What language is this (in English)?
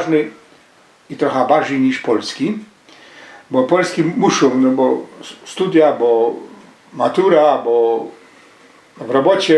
Silesian